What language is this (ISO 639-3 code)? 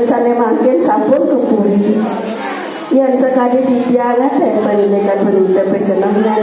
ban